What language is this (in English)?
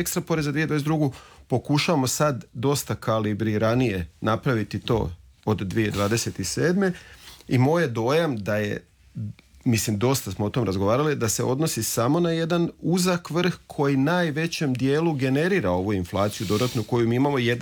Croatian